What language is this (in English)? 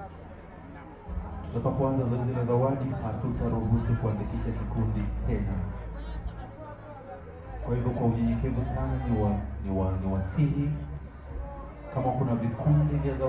Swahili